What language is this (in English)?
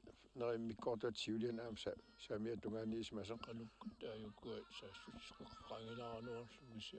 Kalaallisut